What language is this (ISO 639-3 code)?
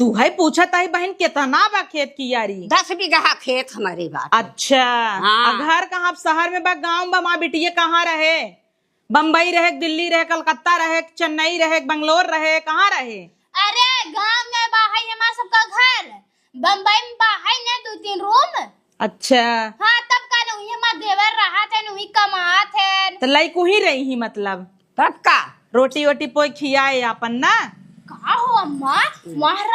awa